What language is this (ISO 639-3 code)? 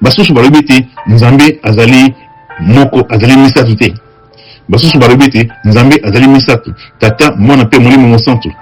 lin